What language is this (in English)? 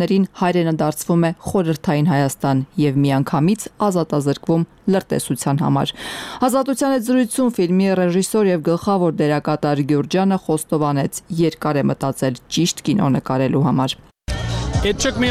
Armenian